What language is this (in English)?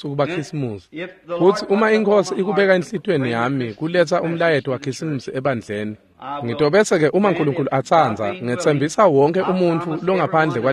Swati